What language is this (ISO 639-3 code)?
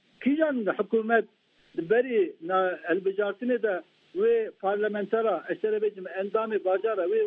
kur